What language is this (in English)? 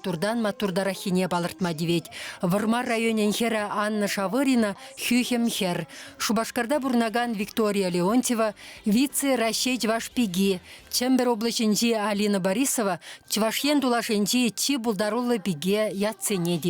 Chuvash